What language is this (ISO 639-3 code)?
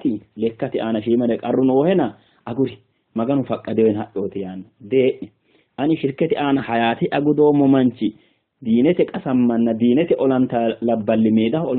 sid